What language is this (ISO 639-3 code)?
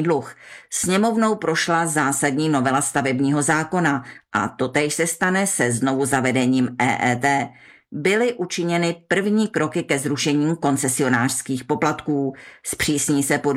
ces